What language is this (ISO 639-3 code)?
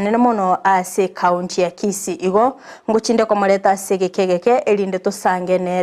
guz